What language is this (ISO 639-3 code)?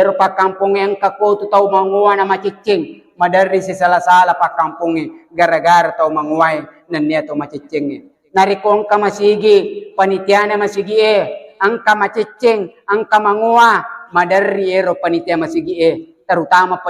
bug